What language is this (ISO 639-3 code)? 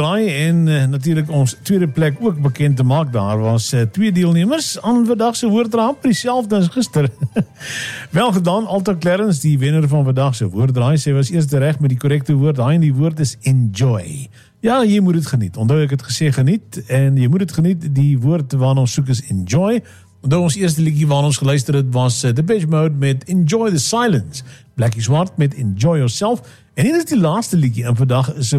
afr